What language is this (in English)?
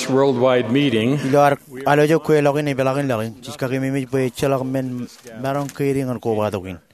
Marshallese